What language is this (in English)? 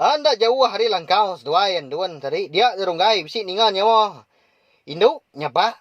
Iban